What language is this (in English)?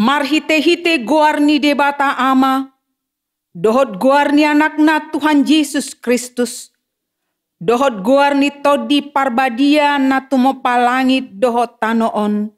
Batak Toba